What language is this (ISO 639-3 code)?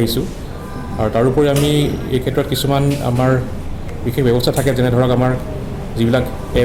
asm